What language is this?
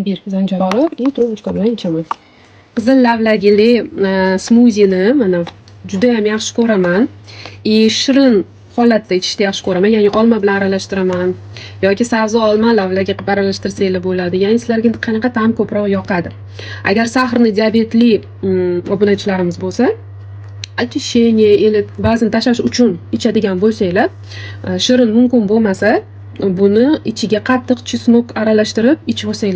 Uzbek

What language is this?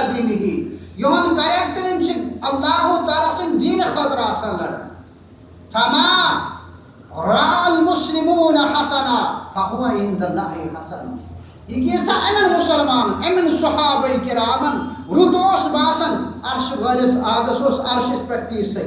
Kashmiri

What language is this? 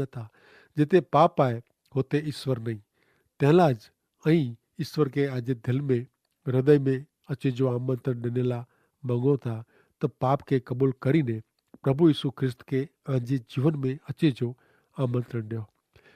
Kachhi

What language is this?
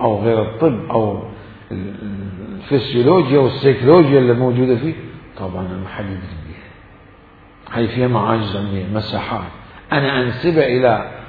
Mesopotamian Arabic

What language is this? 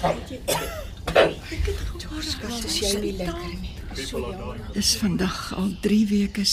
Afrikaans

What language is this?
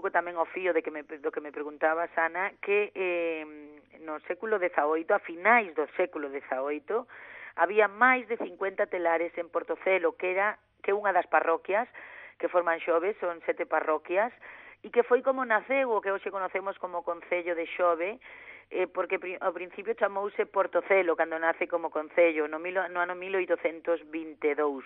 Galician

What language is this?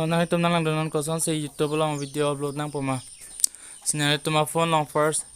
Karbi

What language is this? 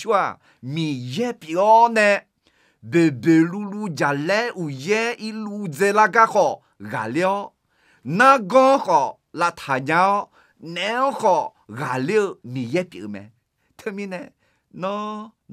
Akha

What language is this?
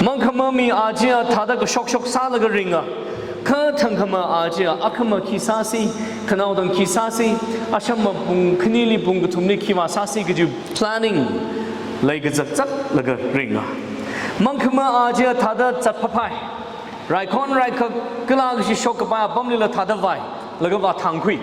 Tangkhul Naga (India)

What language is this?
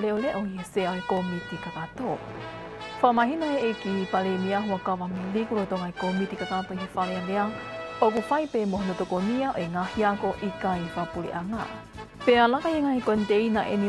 Tongan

